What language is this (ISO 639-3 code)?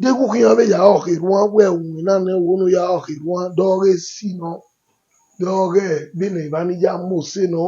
bin